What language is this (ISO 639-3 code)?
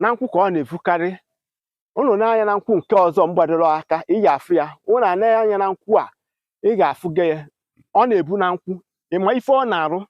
ibo